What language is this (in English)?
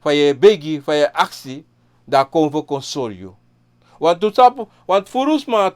Sranan Tongo